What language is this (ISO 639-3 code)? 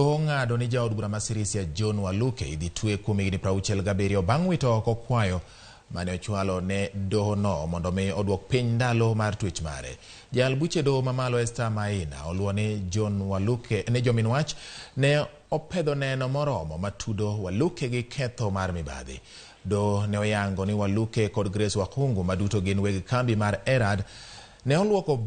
luo